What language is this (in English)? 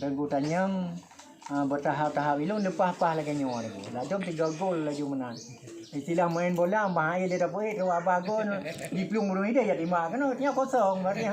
Achinese